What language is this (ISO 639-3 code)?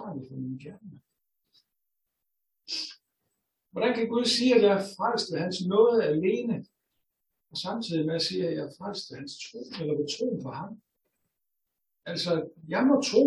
dan